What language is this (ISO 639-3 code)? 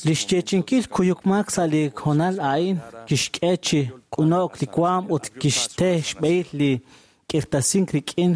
kek